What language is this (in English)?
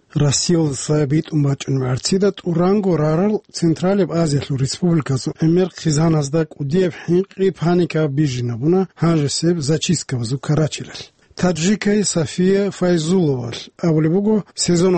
Avaric